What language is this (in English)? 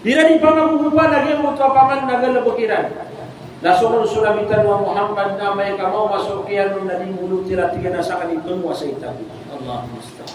Maranao